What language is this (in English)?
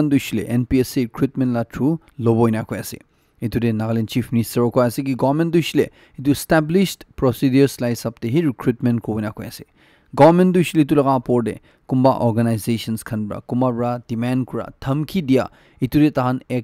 Naga Pidgin